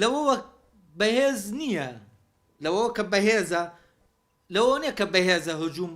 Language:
Central Kurdish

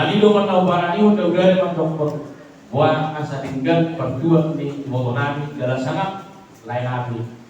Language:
Batak Toba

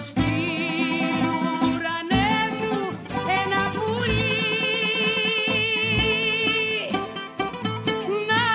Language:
Greek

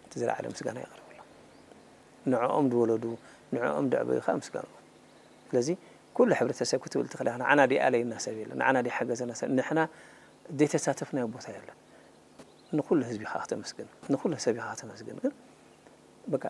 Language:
Tigrinya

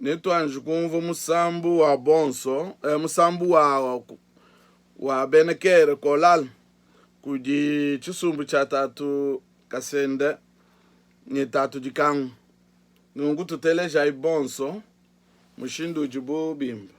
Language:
Luba-Lulua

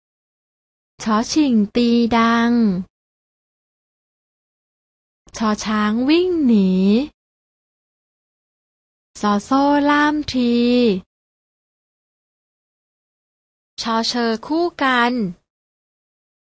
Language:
Thai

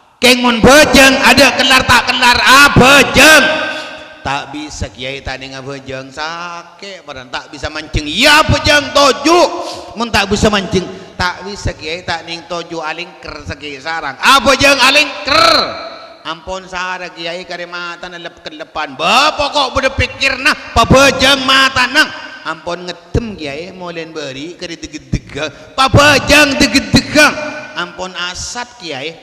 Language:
Madurese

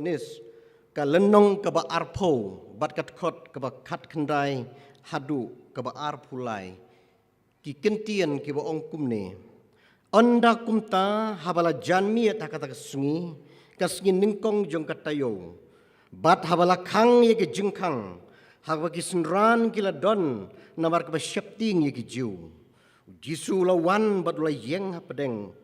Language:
Khasi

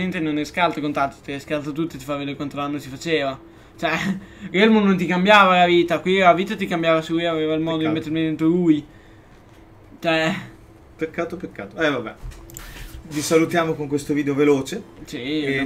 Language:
Italian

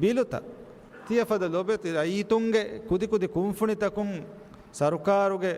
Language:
Divehi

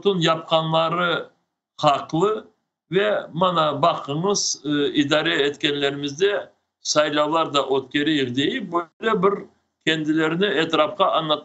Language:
Crimean Tatar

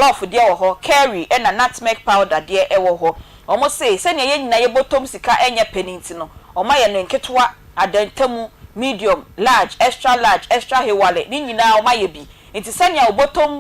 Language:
Akan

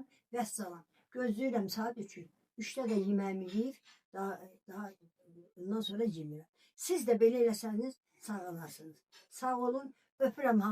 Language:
Azerbaijani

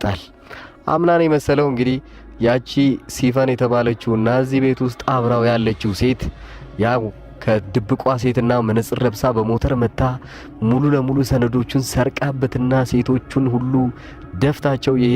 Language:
Amharic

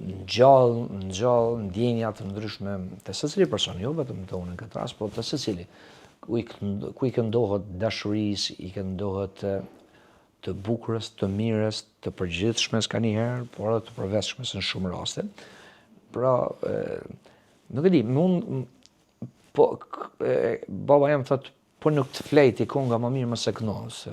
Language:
Albanian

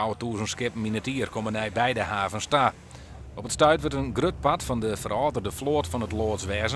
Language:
Western Frisian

